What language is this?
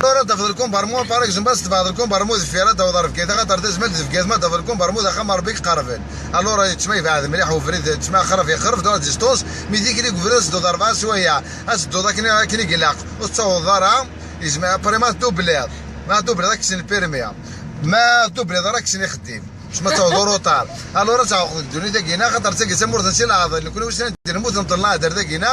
Kabyle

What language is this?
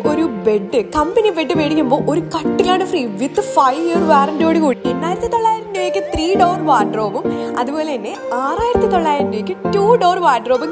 Malayalam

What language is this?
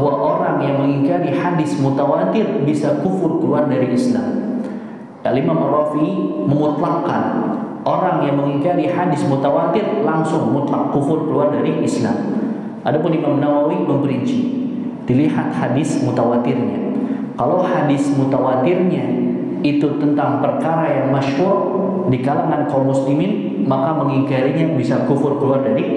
Indonesian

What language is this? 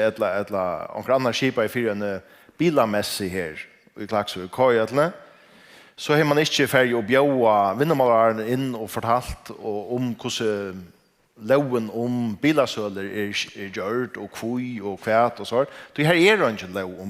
Faroese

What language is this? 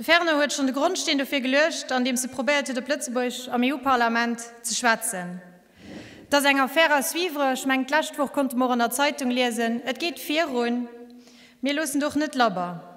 Luxembourgish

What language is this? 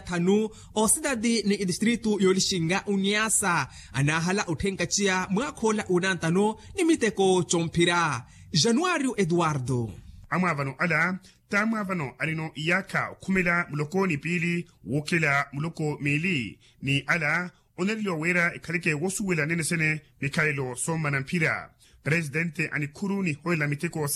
Makhuwa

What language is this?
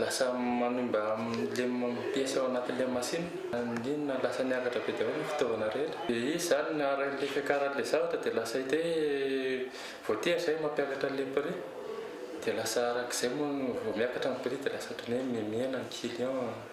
Malagasy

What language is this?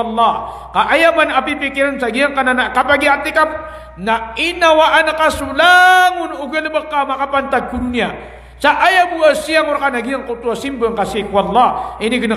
Maranao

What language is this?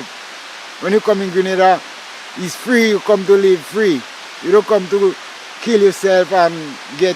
Jamaican Creole English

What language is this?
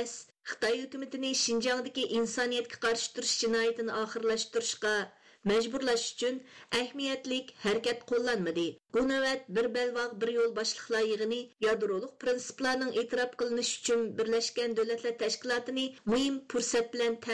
Uyghur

